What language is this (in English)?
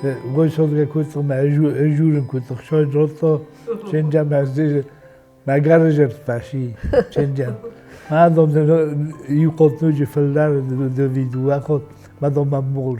Ossetic